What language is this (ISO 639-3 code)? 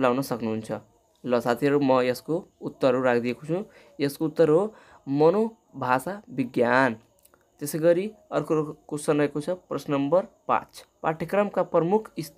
nep